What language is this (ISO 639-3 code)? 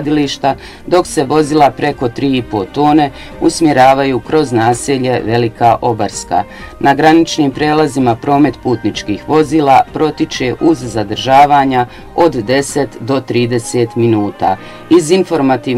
bos